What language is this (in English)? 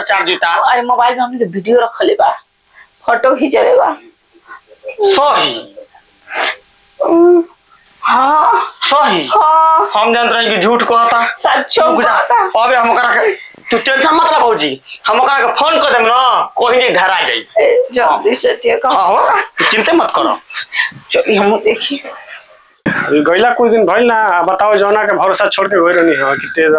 Bhojpuri